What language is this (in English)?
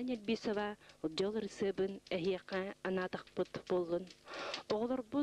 Yakut